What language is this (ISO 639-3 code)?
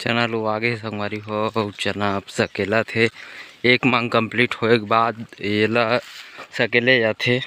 hne